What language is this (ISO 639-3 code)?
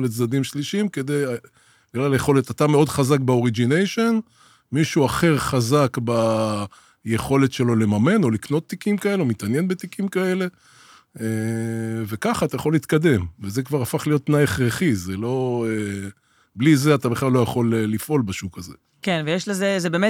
heb